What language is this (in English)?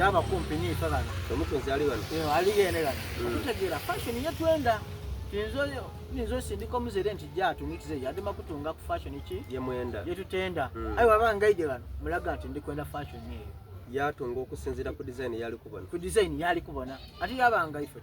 Soga